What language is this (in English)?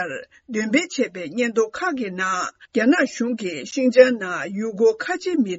Tibetan